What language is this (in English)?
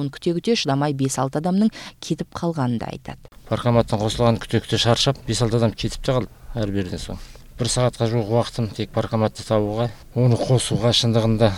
Kazakh